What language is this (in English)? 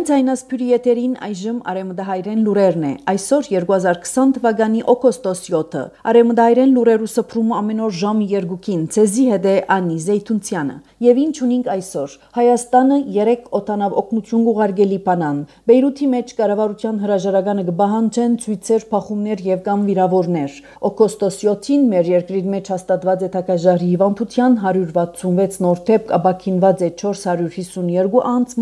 Armenian